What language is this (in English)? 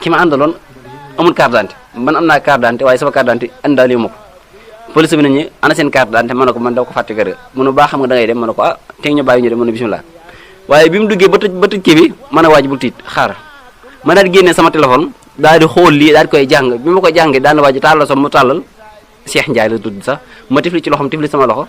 Wolof